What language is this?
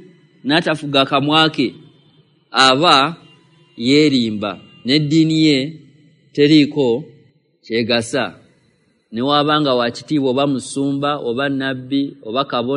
Ganda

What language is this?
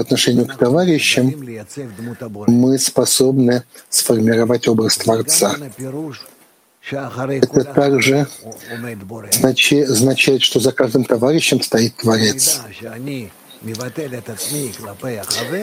Russian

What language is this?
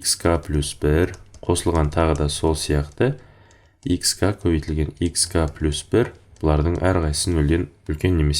Kazakh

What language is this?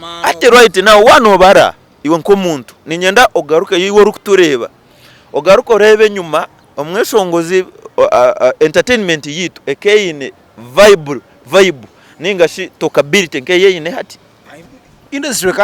Nyankole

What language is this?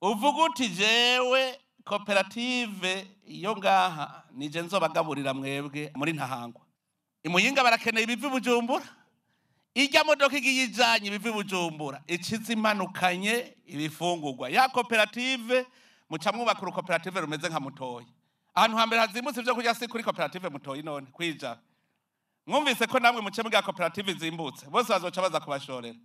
Rundi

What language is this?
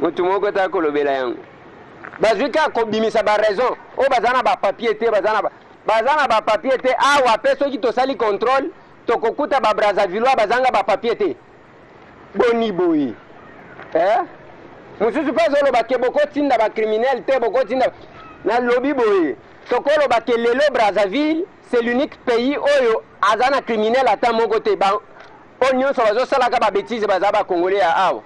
Lingala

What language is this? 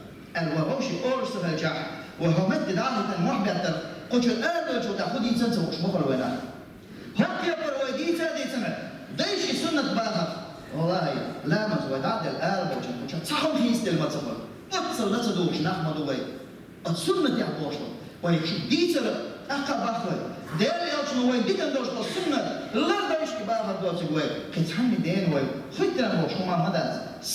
Chechen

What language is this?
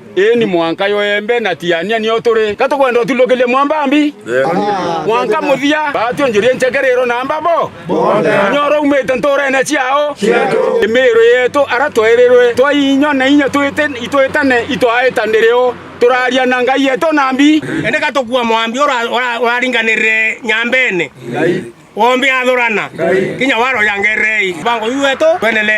Meru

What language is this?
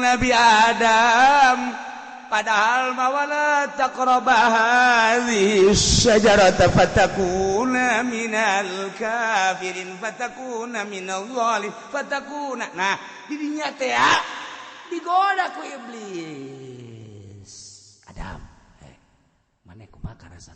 Sundanese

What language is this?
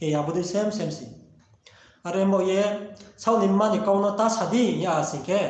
Riang (India)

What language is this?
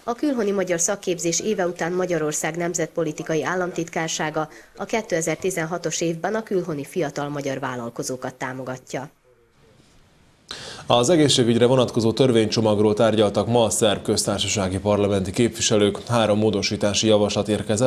Hungarian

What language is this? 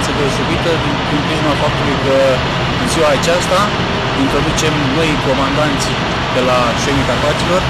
Romanian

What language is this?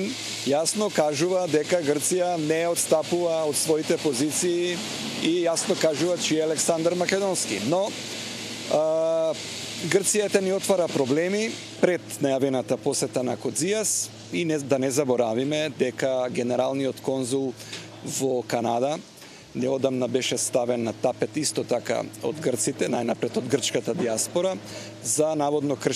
Macedonian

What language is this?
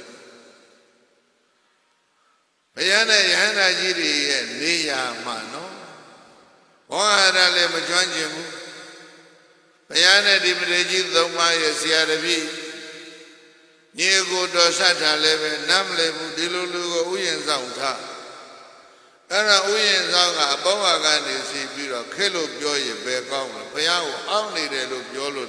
Burmese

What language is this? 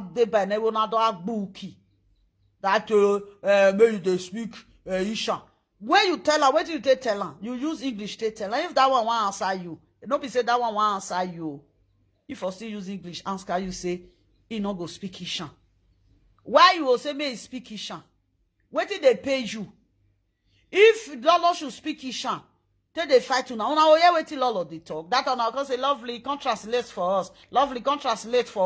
Nigerian Pidgin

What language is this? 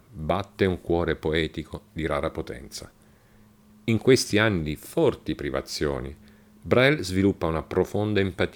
Italian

